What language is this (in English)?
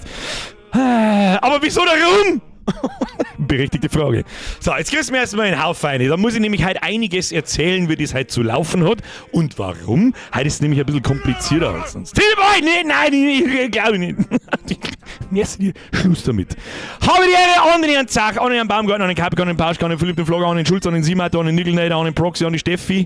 Bavarian